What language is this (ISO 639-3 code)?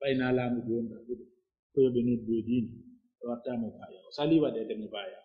fuf